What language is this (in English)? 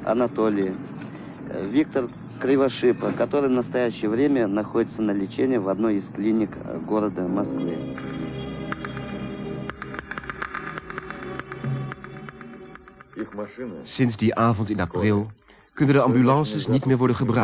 Dutch